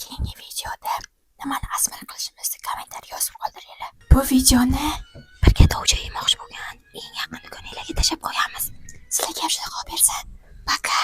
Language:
Uzbek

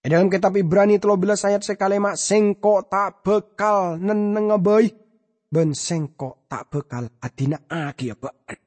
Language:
Madurese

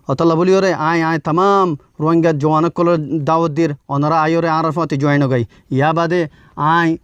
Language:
Rohingya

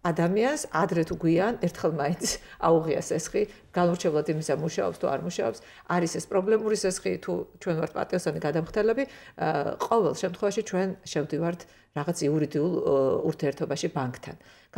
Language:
Georgian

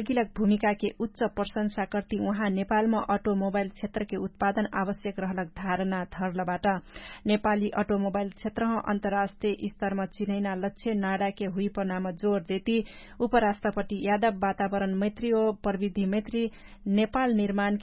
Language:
Dangaura Tharu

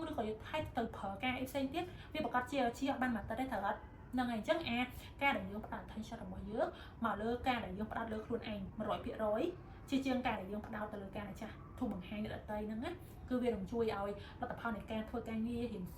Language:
Khmer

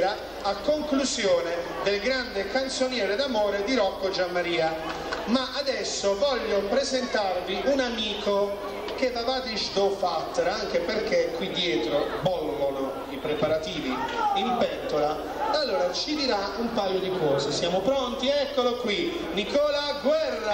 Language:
Italian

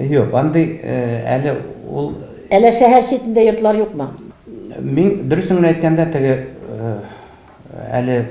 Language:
Tatar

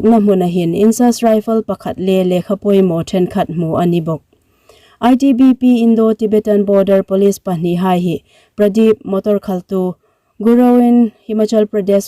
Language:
Hmar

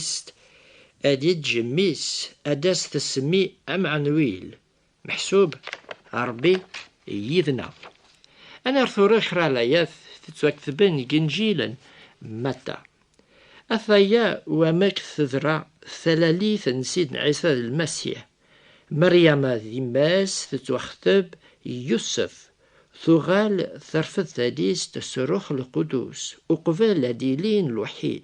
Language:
Kabyle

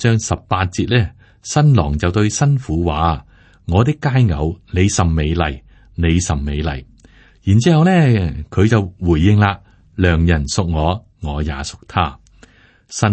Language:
Cantonese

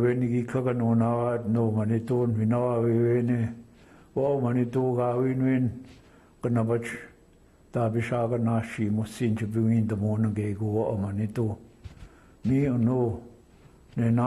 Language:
Chippewa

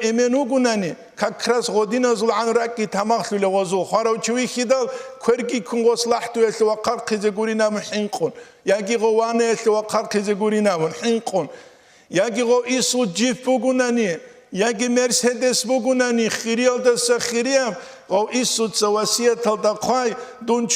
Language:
Avaric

